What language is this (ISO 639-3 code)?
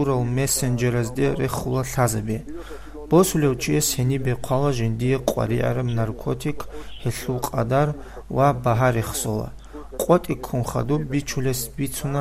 ava